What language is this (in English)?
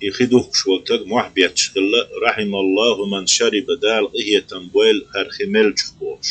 Chechen